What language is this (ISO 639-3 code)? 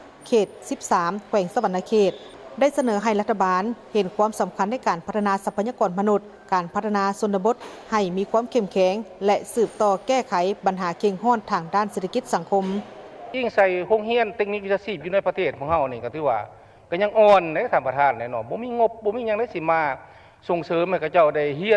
lao